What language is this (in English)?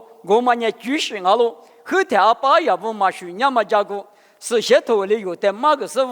Lisu